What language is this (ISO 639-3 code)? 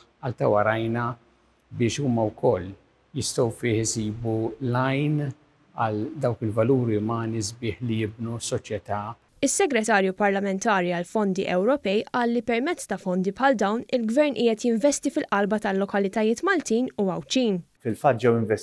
mlt